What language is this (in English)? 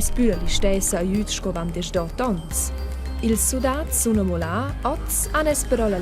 Romansh